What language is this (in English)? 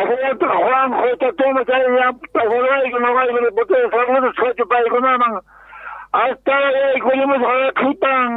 South Bolivian Quechua